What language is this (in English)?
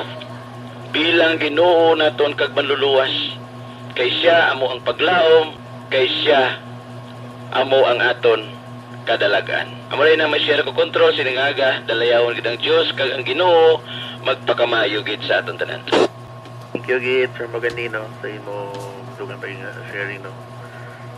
Hiligaynon